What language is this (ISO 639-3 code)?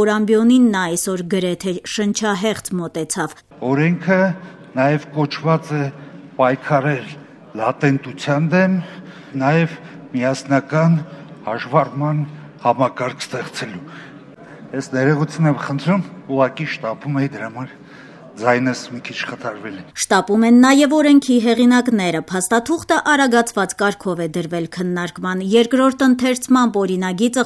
hye